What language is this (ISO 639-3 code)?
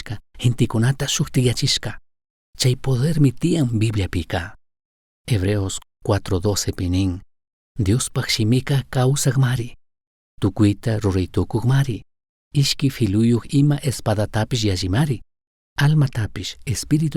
qug